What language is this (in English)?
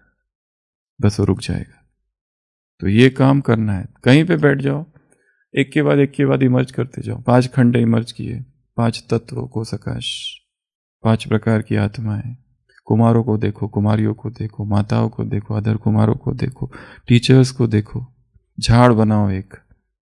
Hindi